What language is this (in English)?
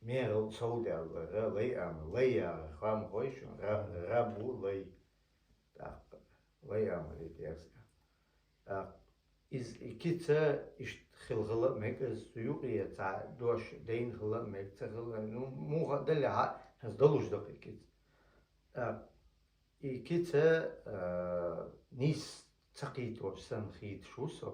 Chechen